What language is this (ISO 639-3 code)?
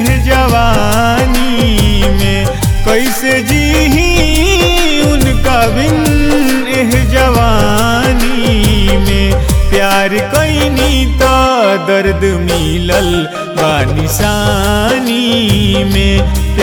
bho